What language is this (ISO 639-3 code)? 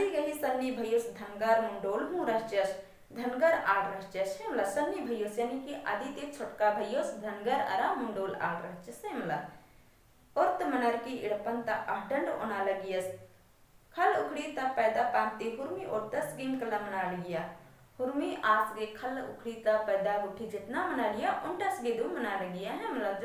kru